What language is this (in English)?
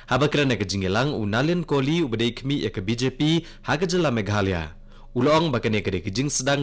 Khasi